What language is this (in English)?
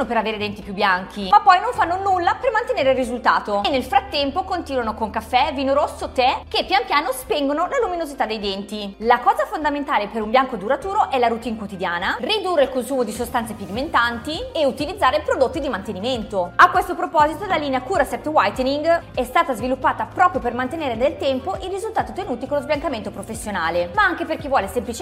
Italian